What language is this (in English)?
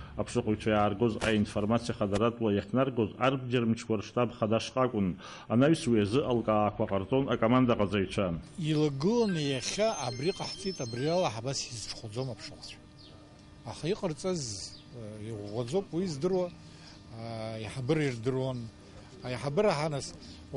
Abkhazian